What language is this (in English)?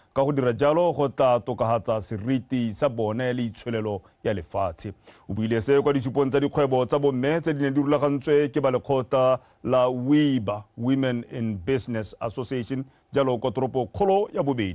Tswana